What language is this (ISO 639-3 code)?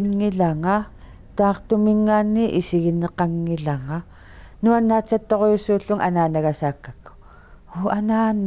kal